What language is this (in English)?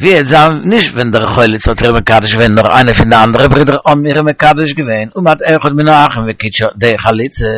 Yiddish